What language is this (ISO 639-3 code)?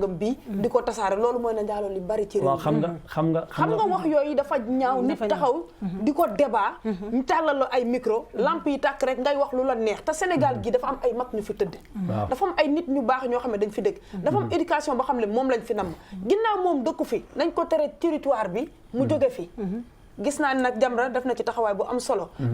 wol